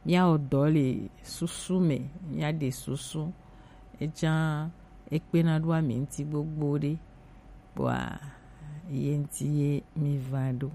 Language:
Gen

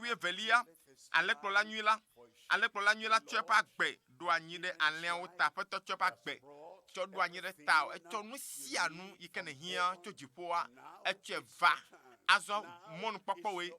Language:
Ewe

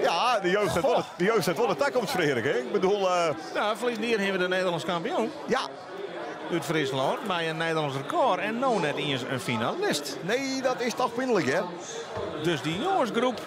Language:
Western Frisian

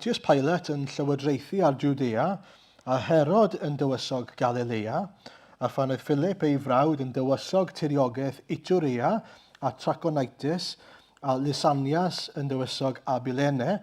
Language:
Welsh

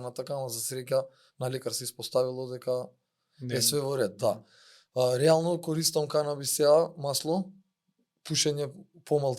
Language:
Macedonian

